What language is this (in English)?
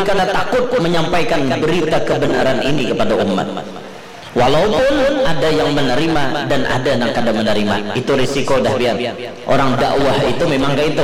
Banjar